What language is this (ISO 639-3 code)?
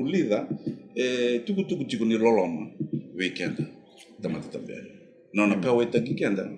fij